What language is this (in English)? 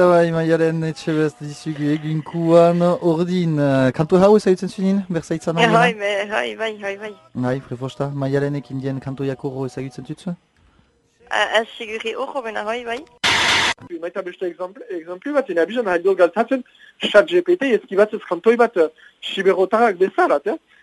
Basque